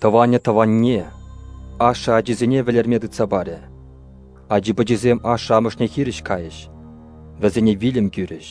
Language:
Chuvash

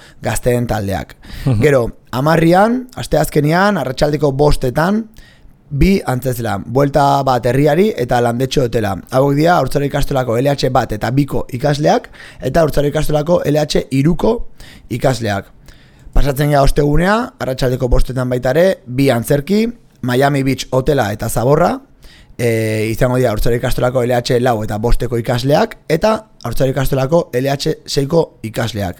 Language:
Basque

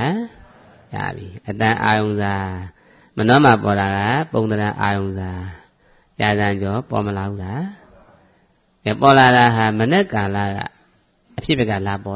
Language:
Burmese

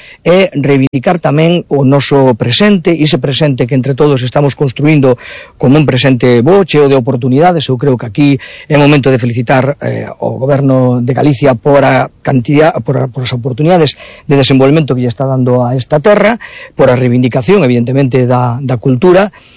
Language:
Galician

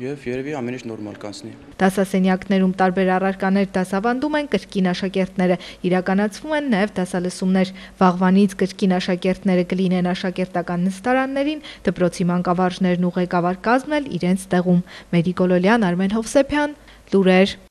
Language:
Armenian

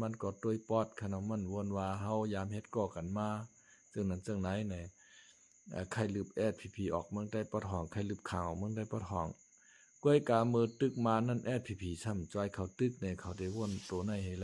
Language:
Shan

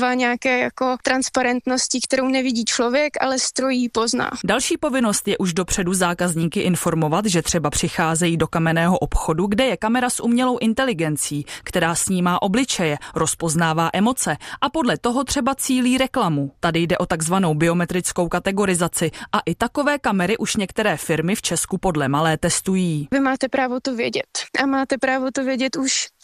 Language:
Czech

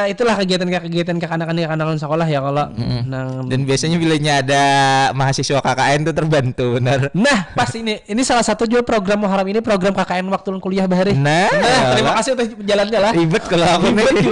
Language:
Banjar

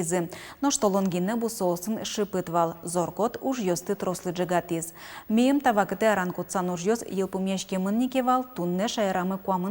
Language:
Udmurt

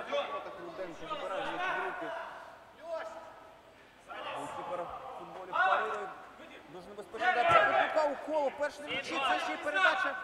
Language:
Ukrainian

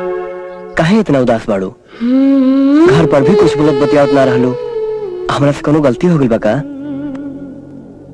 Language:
Bhojpuri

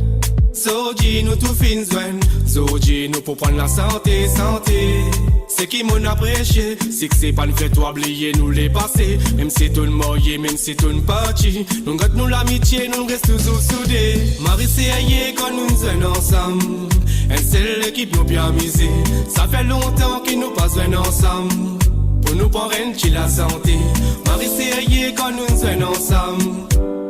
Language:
Morisyen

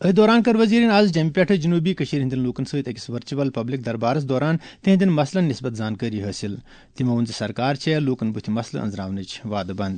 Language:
Kashmiri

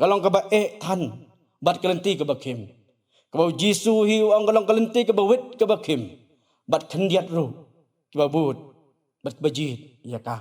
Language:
Khasi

